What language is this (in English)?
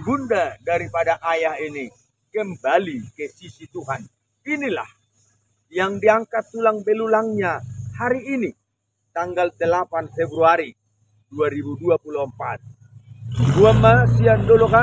Batak Toba